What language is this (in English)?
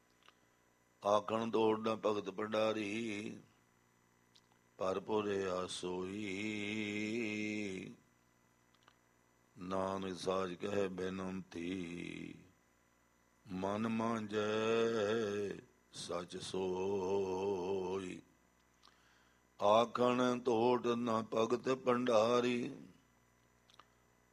Punjabi